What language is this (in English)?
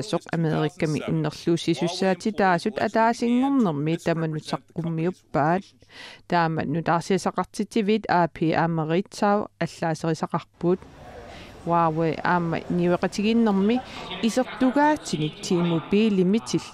Kalaallisut